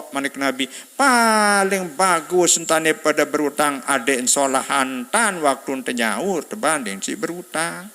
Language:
Sasak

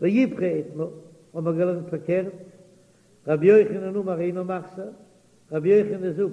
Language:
Yiddish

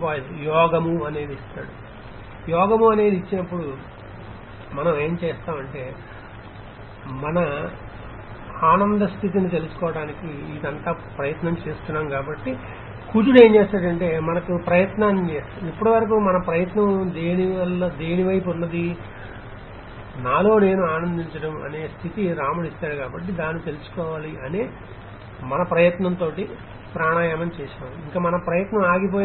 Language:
Telugu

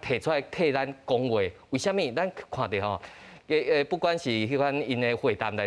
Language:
Min Nan Chinese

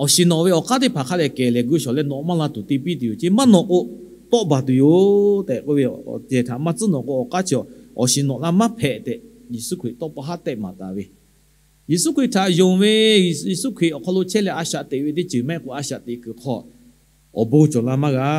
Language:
Lahu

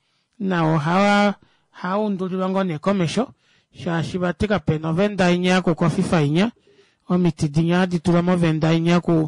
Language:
Kuanyama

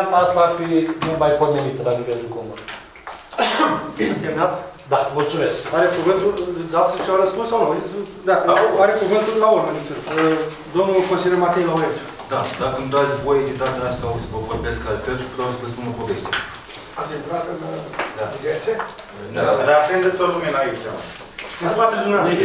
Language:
Romanian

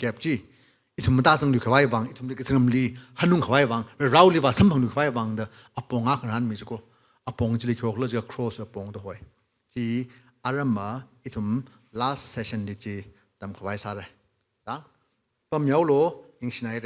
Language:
Tangkhul Naga (India)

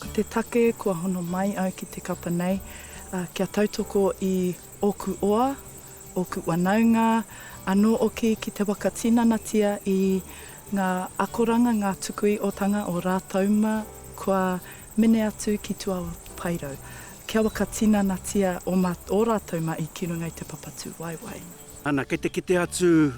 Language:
Māori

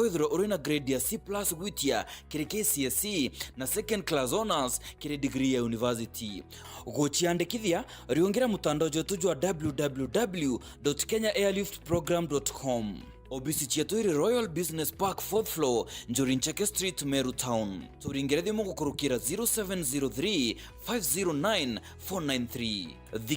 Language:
Meru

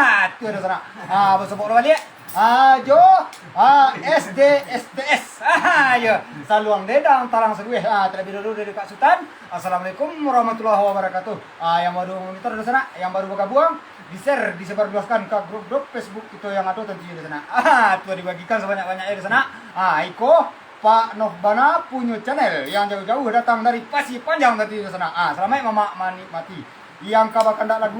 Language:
Minangkabau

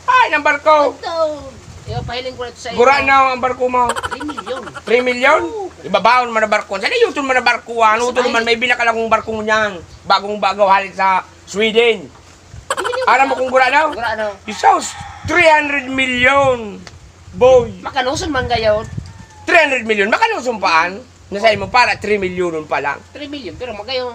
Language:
Bikol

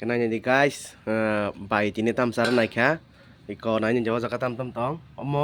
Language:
Kok Borok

